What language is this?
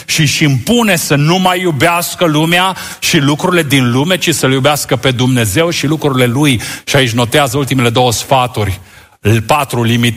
Romanian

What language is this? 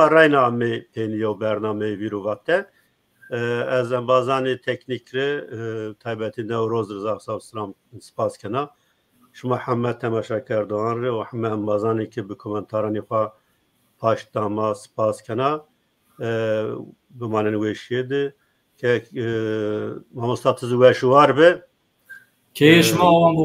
Zaza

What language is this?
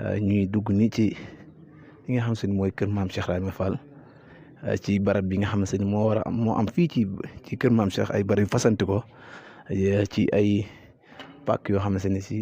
Wolof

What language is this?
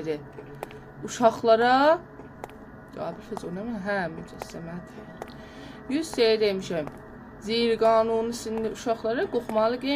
South Azerbaijani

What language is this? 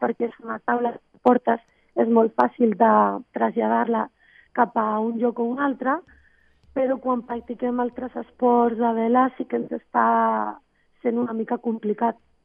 Catalan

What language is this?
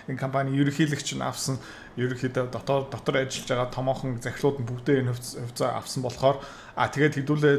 Mongolian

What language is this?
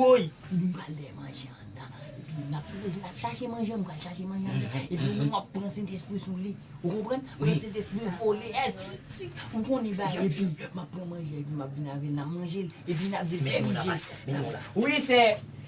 Haitian Creole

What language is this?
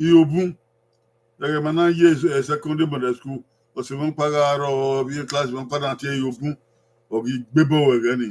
Bini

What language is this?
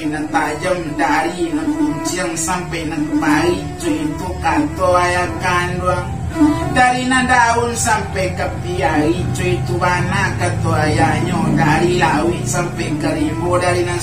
Minangkabau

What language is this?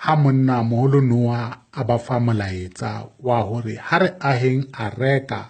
Southern Sotho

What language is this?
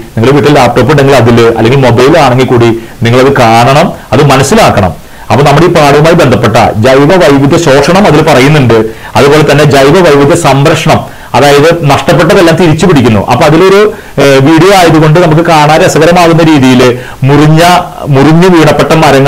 Malayalam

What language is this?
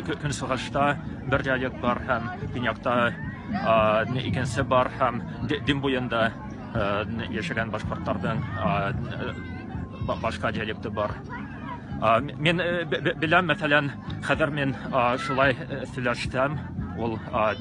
Bashkir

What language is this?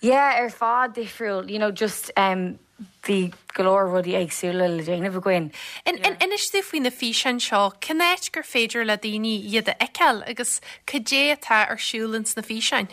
Irish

